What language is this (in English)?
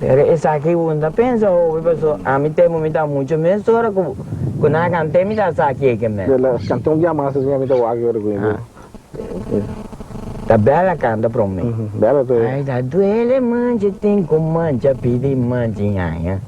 Papiamento